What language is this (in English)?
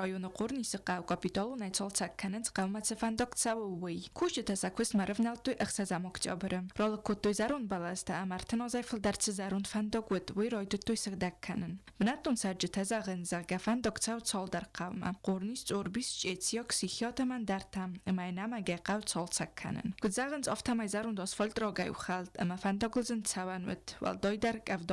Ossetic